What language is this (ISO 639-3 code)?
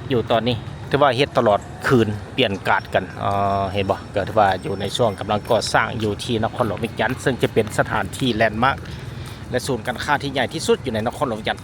lao